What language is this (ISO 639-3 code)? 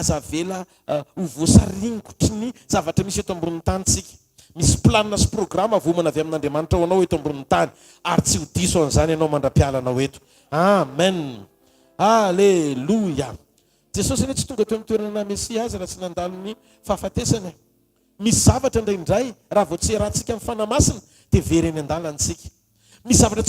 mlg